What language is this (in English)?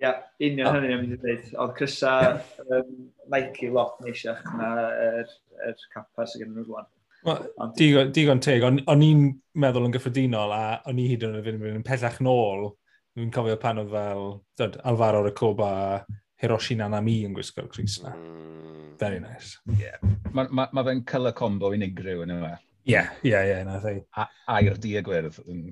Welsh